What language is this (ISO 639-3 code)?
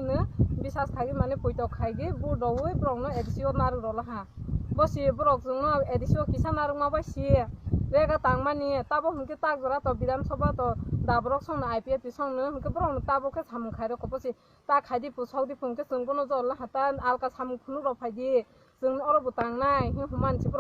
trp